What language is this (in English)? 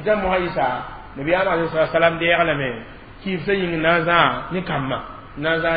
Mossi